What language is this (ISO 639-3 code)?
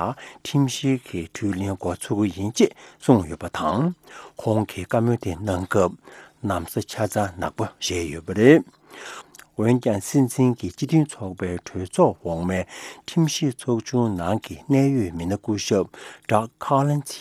bod